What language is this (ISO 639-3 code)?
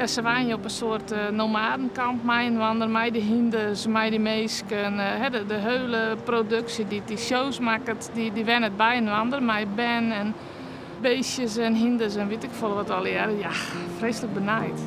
fry